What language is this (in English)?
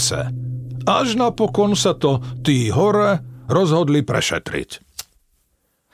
Slovak